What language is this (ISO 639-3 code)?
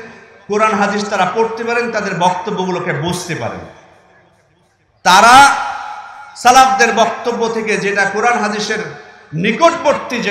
ben